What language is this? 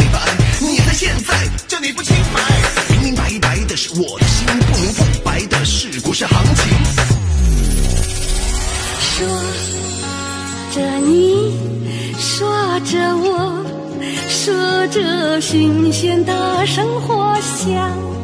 Chinese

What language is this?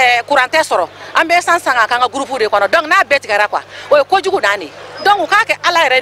Bambara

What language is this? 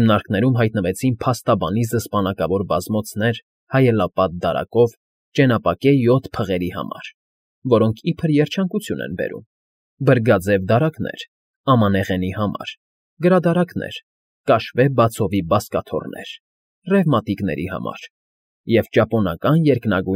Armenian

